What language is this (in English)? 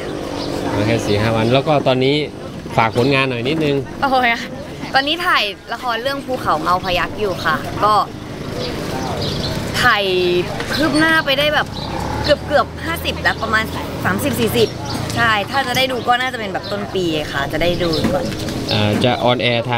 Thai